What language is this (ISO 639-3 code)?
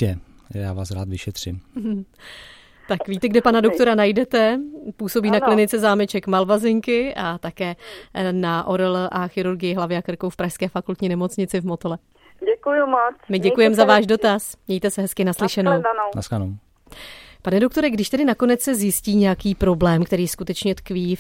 ces